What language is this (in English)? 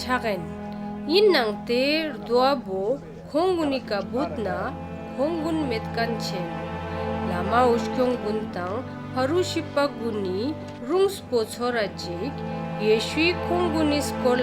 Ladakhi